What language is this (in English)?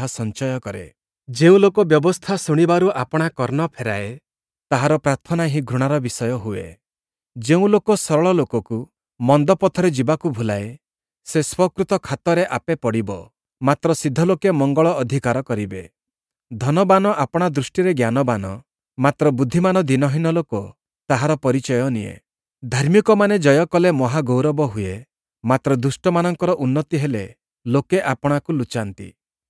Odia